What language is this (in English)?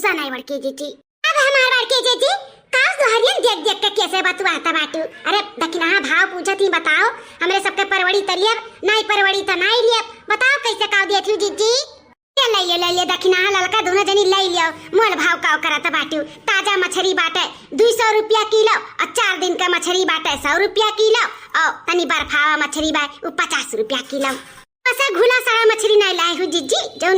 Awadhi